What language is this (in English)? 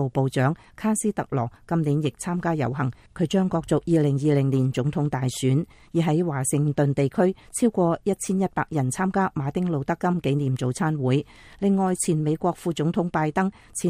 Cantonese